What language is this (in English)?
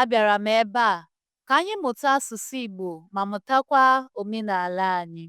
Igbo